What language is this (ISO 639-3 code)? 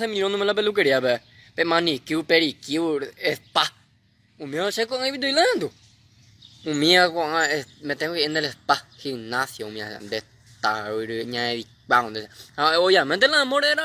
grn